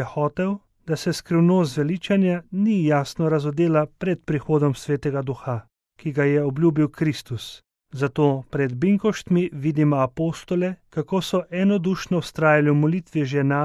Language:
Slovenian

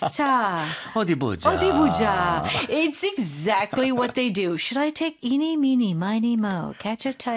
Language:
Korean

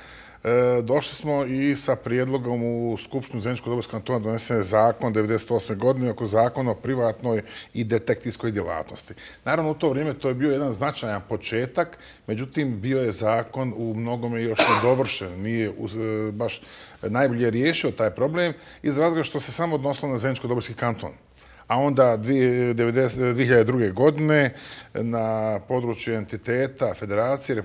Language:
Bosnian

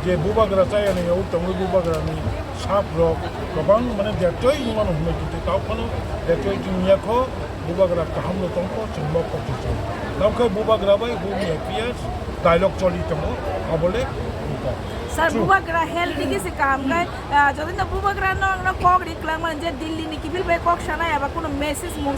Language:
Kok Borok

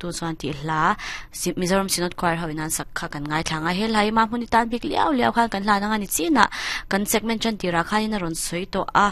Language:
Mizo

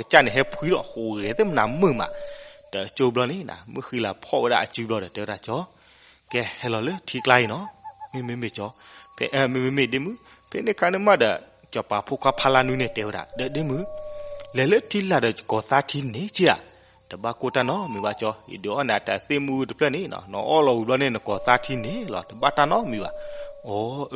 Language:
S'gaw Karen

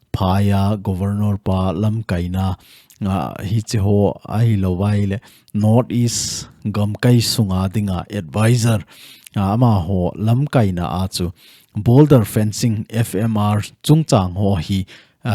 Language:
Thado Chin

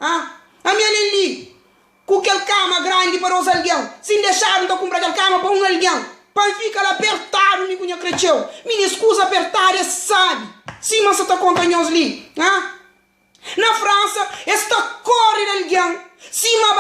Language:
Kabuverdianu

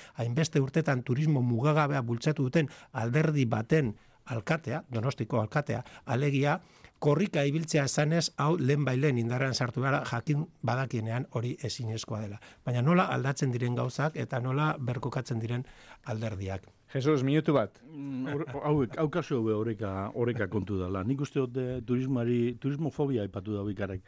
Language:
Basque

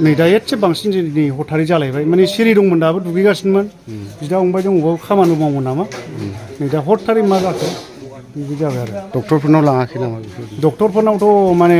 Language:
Bodo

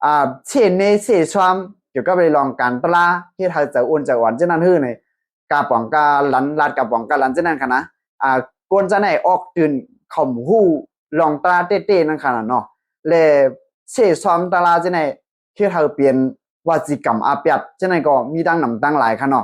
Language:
Shan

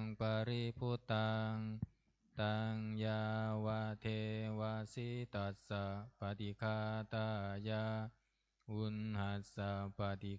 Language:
Pali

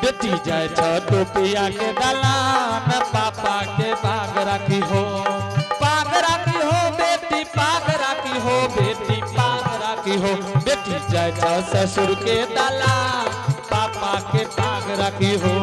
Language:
Angika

